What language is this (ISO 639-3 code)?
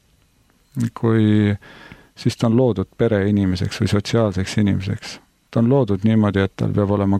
est